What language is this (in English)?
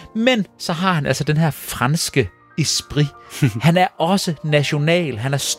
Danish